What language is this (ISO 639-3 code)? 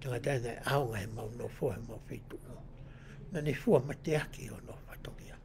ton